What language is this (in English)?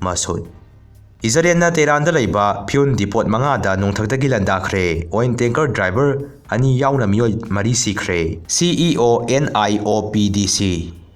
Manipuri